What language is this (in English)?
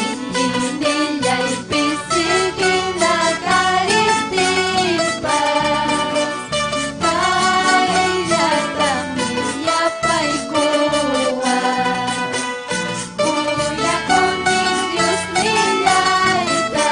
Ayacucho Quechua